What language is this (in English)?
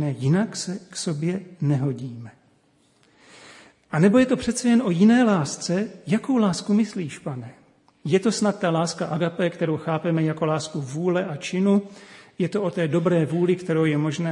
Czech